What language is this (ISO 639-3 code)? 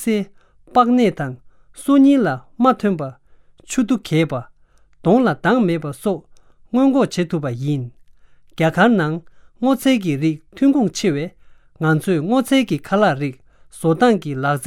bod